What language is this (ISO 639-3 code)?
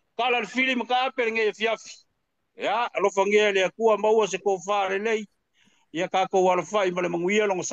smo